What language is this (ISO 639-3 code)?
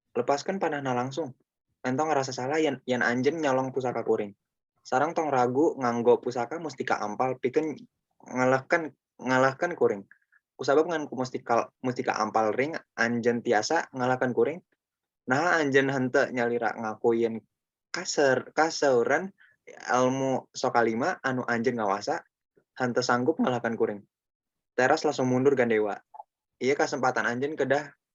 sun